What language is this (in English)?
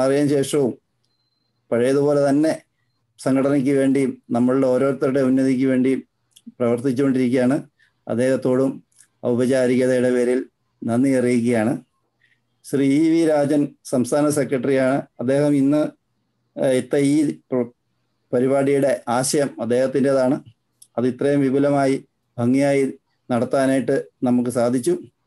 Malayalam